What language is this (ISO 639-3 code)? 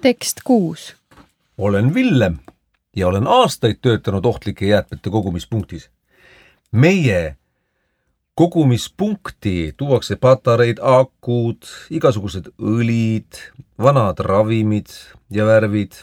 est